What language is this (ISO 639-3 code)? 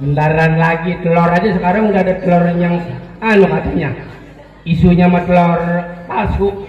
bew